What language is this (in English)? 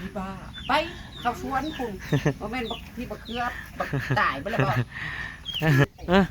Northeastern Thai